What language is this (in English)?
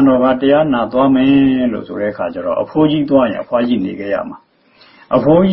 Burmese